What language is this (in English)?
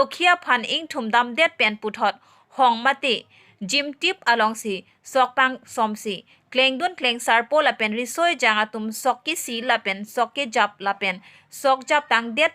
Karbi